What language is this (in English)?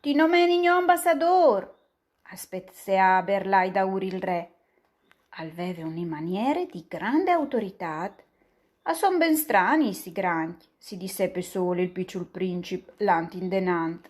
Friulian